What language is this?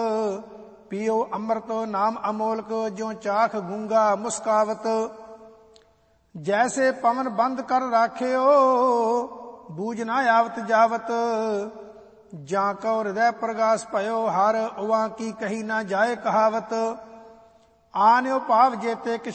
Punjabi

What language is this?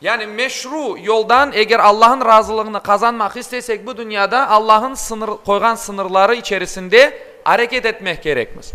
Crimean Tatar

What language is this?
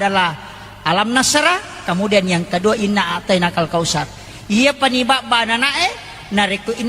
Buginese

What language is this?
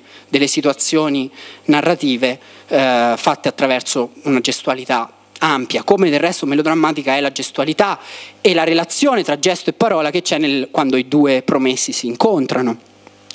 Italian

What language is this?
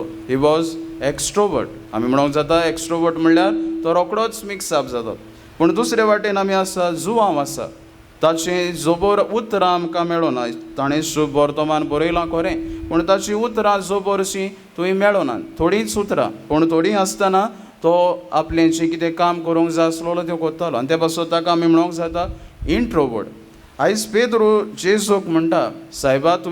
Konkani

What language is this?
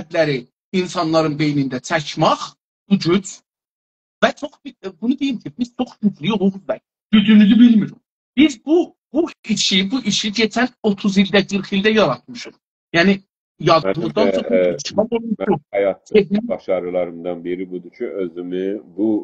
South Azerbaijani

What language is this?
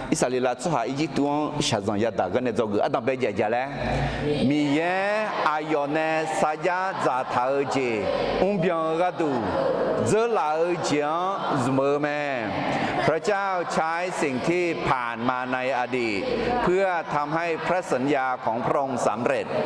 Akha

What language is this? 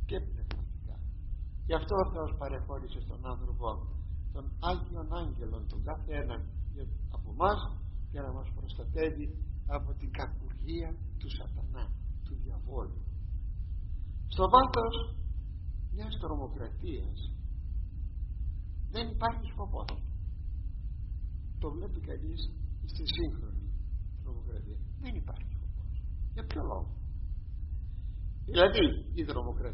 Greek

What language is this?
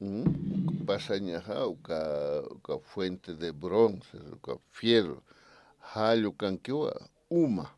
Aymara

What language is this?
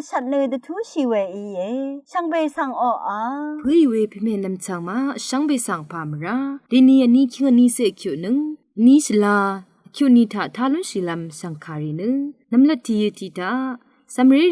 Rawang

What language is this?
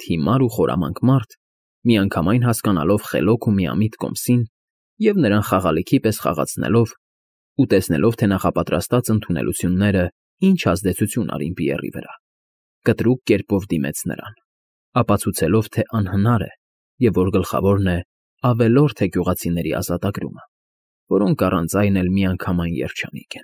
Armenian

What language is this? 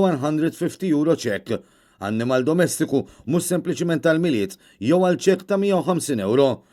Maltese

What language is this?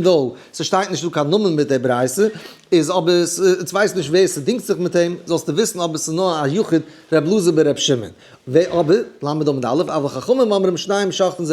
Yiddish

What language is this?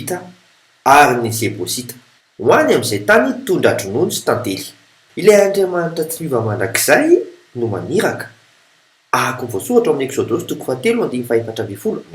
Malagasy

